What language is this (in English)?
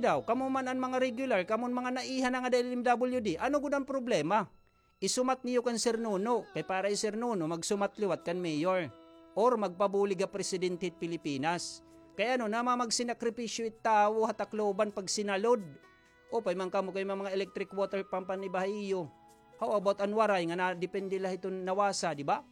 Waray